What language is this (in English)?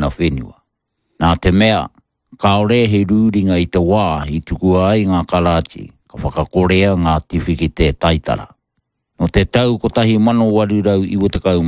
Māori